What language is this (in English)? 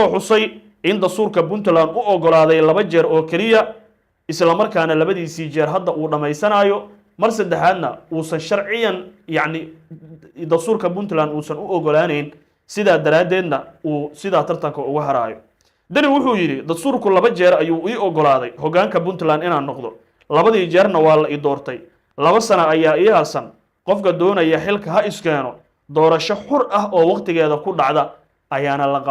Somali